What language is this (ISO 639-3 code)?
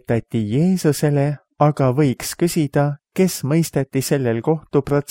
est